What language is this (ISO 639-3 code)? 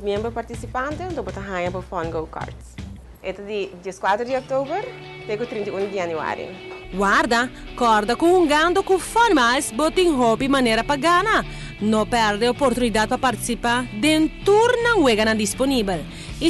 pap